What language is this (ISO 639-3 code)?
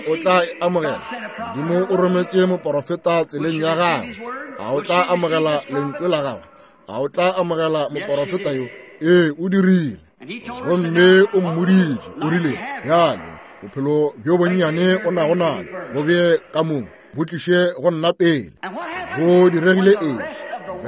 nso